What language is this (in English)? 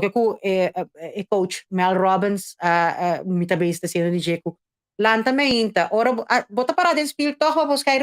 Papiamento